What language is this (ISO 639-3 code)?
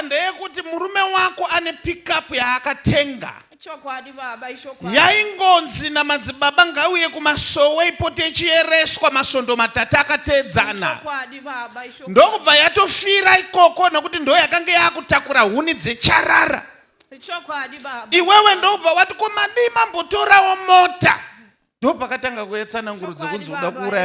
sna